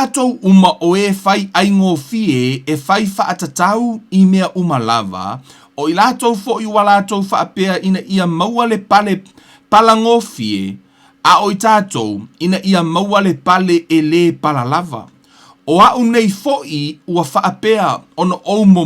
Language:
Samoan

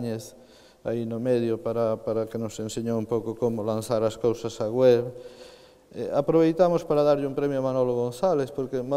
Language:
Galician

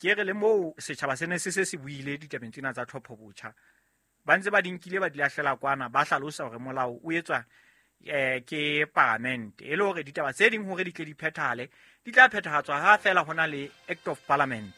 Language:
Southern Sotho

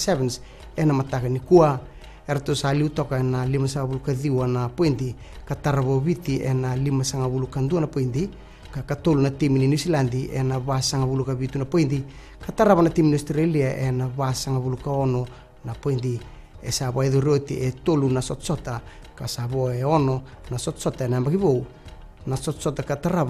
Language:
Fijian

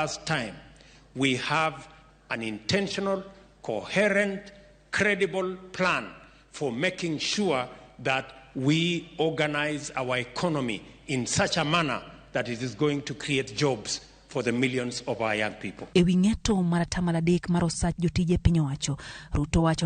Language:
Luo (Kenya and Tanzania)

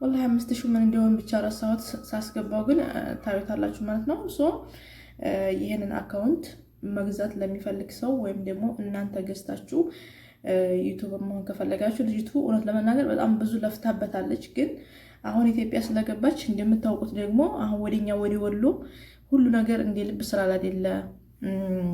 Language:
Amharic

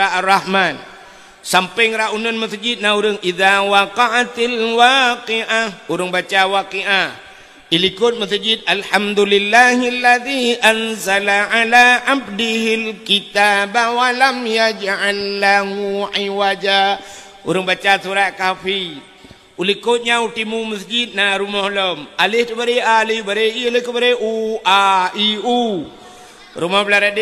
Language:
Achinese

